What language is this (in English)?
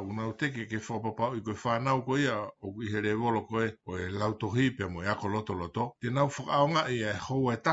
Tongan